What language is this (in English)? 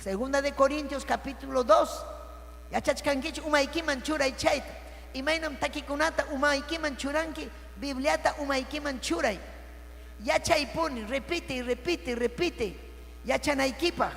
Ayacucho Quechua